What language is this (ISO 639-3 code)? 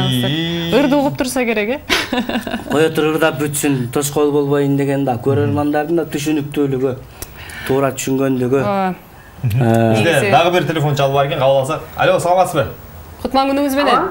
kir